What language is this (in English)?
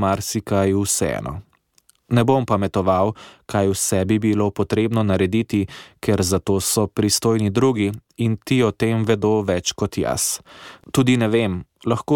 Slovenian